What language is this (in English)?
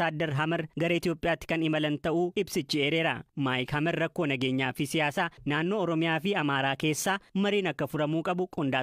Oromo